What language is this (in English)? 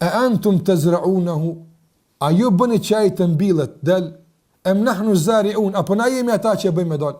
Albanian